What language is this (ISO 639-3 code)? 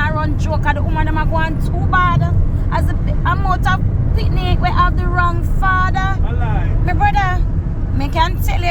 jam